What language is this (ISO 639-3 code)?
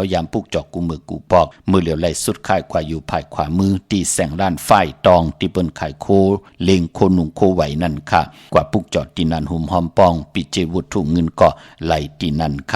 shn